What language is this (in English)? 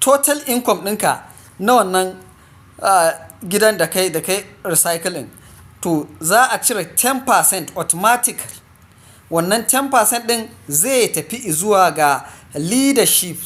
Hausa